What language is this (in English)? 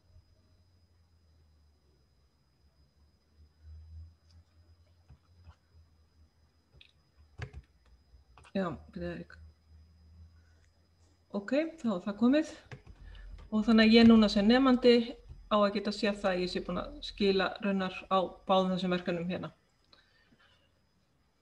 Icelandic